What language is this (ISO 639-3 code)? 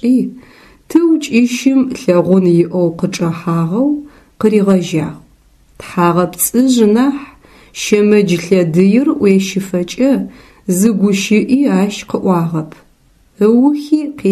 ady